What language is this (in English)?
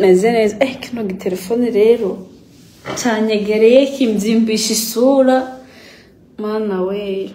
Rundi